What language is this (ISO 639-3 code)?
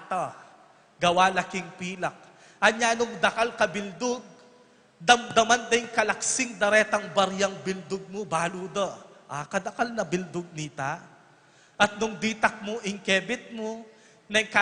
pam